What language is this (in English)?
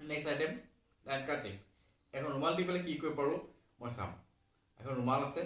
Assamese